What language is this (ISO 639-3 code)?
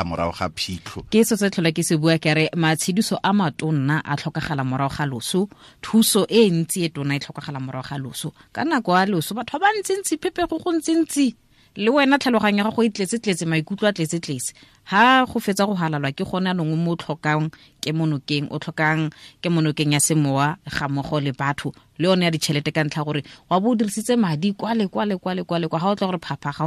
tsn